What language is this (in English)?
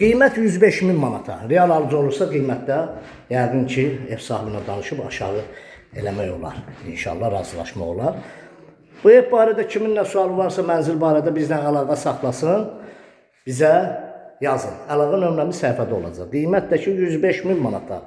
Azerbaijani